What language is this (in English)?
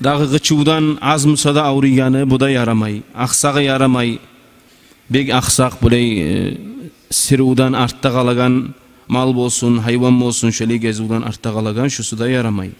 Kumyk